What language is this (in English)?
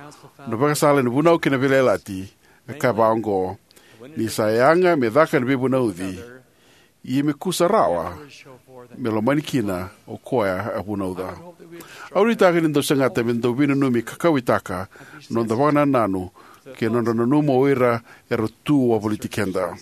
Fijian